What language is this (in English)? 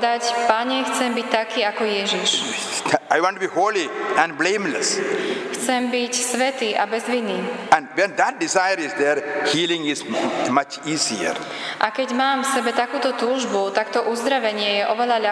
Slovak